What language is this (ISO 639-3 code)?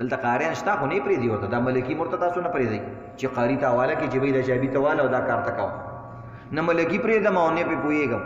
pus